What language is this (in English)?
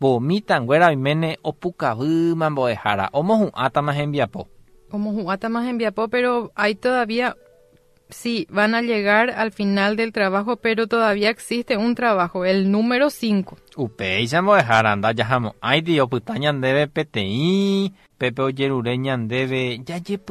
Guarani